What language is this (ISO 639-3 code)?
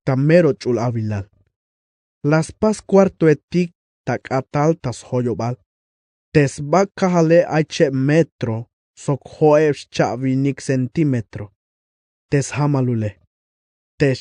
tzh